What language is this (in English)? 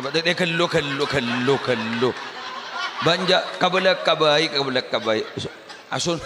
Madurese